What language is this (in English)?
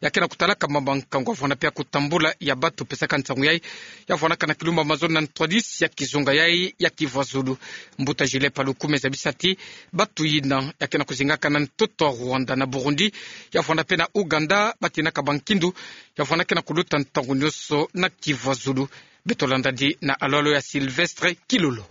Kituba (Democratic Republic of Congo)